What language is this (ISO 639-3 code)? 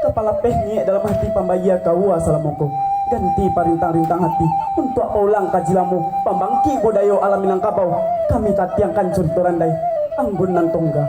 min